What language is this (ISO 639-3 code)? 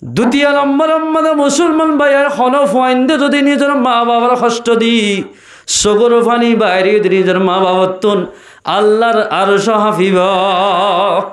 rhg